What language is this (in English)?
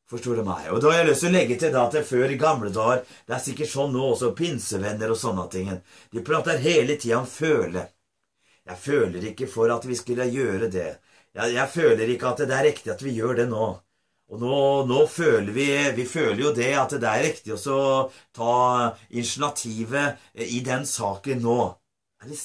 Norwegian